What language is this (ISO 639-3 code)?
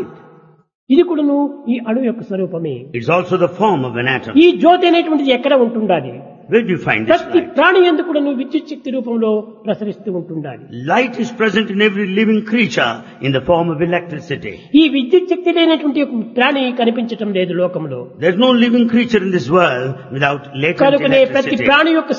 tel